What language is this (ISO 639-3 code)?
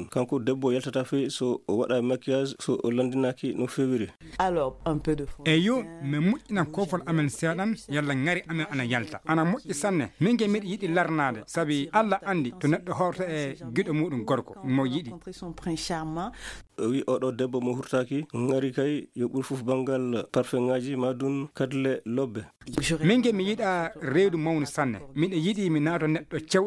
ful